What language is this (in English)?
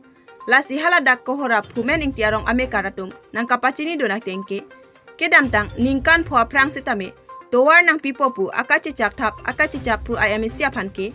Karbi